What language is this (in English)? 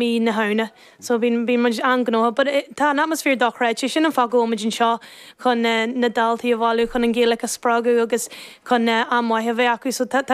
Irish